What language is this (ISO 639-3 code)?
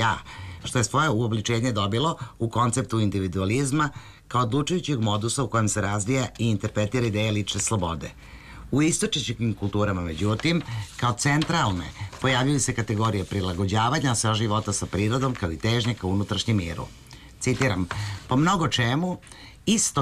srp